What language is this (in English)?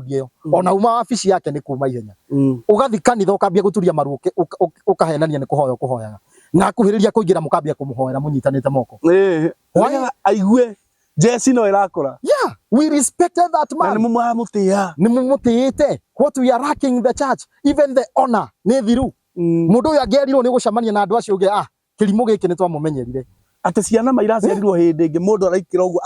Kikuyu